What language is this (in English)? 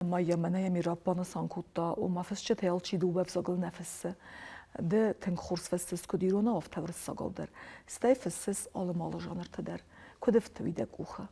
Ossetic